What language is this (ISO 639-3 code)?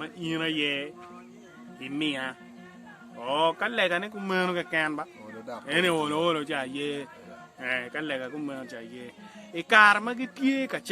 ach